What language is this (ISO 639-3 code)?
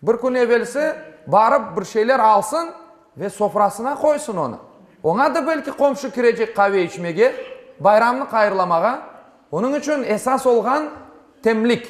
crh